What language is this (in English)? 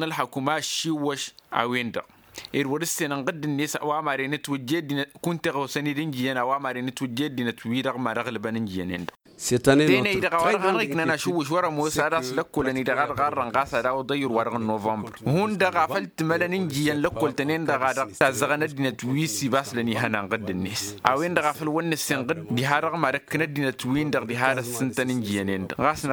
Tamasheq